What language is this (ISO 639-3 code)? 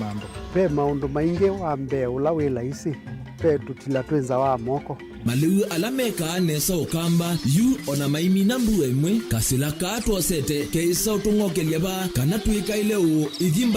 kam